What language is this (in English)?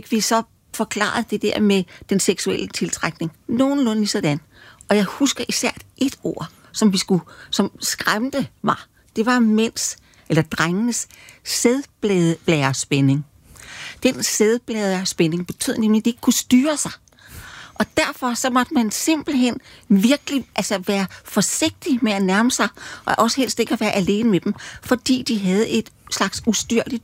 Danish